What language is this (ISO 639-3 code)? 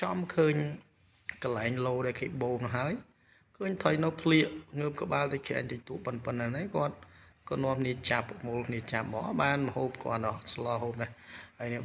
khm